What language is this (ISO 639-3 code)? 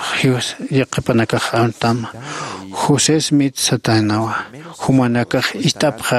aym